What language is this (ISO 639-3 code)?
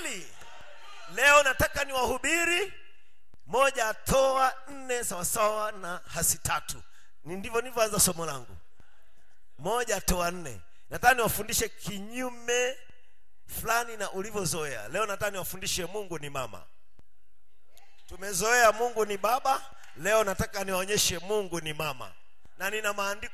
swa